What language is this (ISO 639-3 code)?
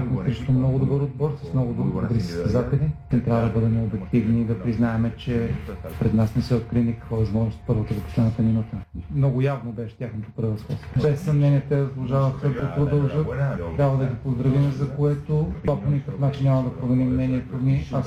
bul